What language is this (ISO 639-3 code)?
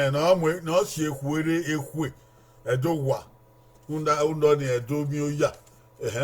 bin